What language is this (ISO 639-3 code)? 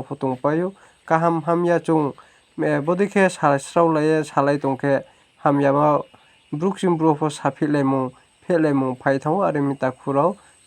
ria